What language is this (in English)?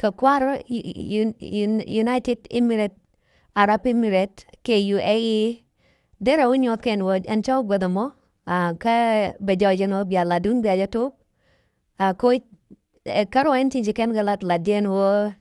Nuer